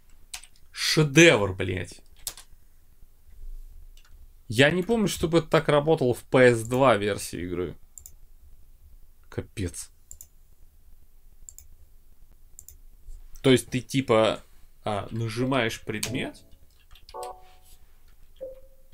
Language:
Russian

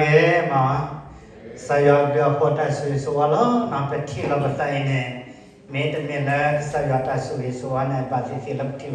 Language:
S'gaw Karen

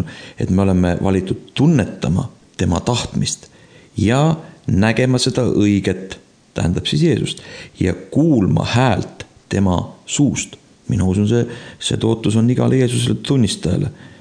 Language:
Estonian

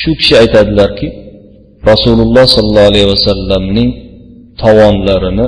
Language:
Uzbek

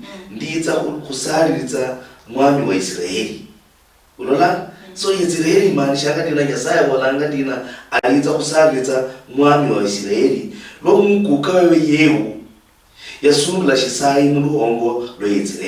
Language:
Luyia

